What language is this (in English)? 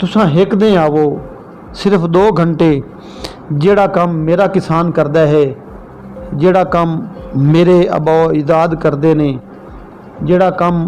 Saraiki